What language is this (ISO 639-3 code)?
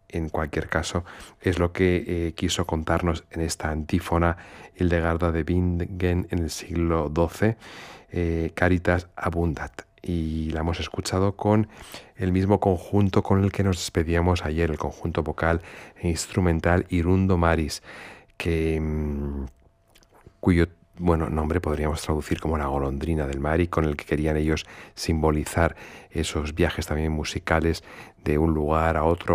spa